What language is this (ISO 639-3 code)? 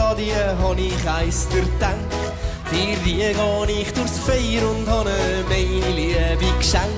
gsw